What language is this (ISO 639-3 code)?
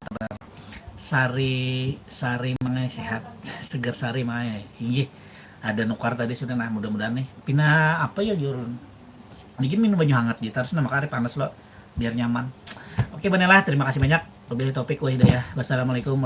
bjn